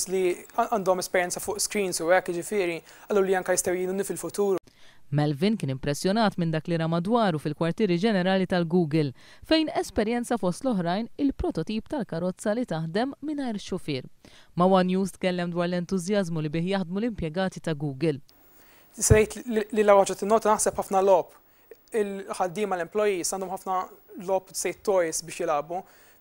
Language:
Maltese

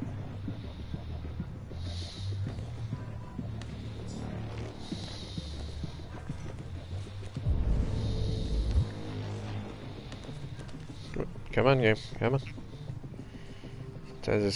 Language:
English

